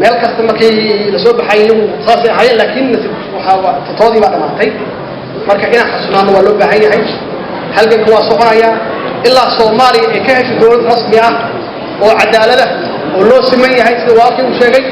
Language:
Somali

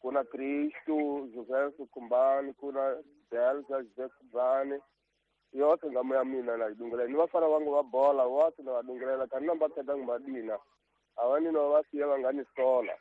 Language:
Tsonga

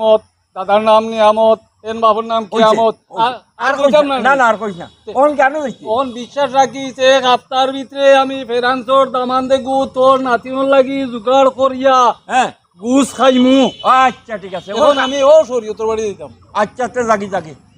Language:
Sylheti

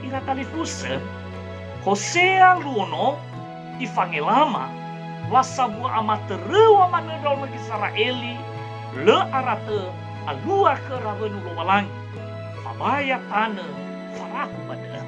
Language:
Nias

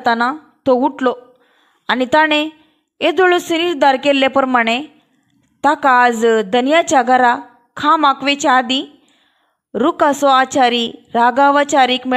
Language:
Konkani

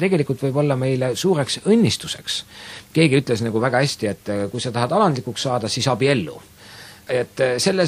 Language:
Estonian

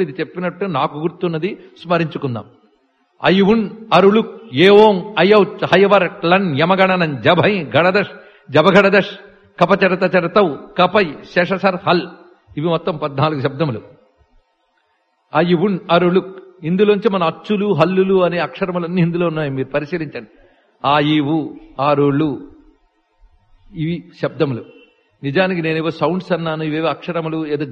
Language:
Telugu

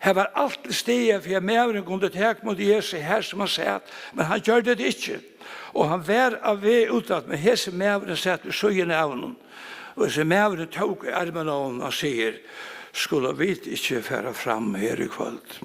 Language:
Faroese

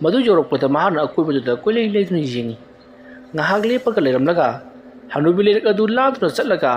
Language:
Manipuri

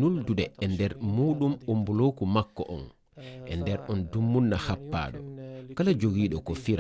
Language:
Fula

